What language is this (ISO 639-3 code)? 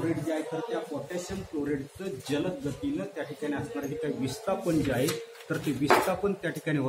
mar